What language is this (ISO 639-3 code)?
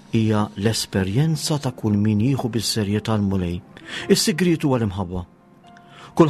mlt